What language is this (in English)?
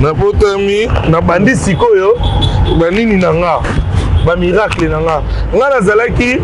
Lingala